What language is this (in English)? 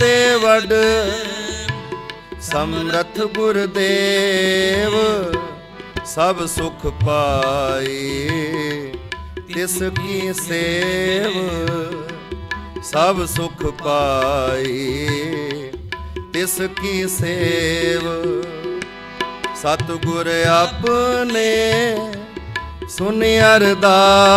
Punjabi